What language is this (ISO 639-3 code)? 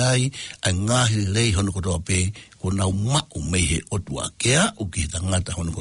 ton